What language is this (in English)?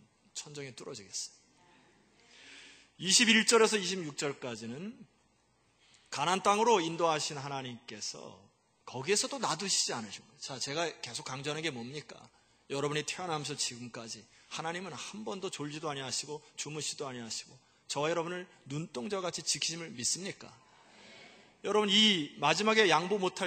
Korean